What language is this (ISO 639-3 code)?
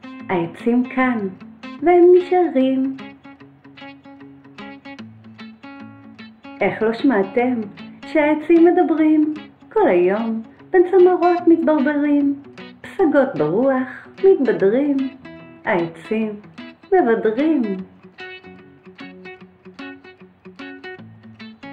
heb